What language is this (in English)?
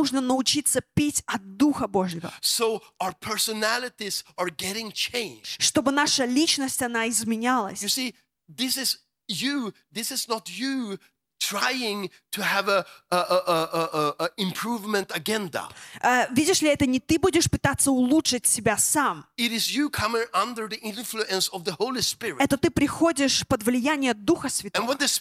Russian